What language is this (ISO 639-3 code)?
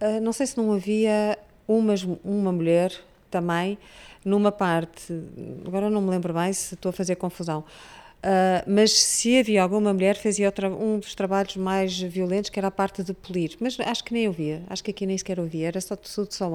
por